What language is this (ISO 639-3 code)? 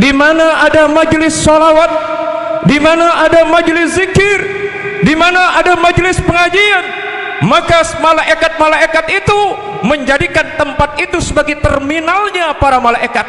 sas